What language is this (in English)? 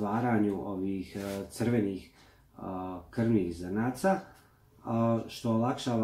Croatian